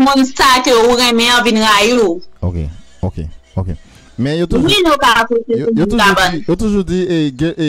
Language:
Haitian Creole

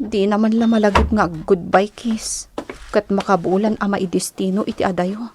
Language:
Iloko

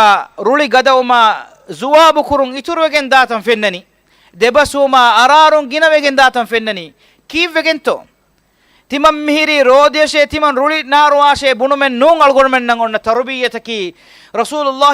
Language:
Divehi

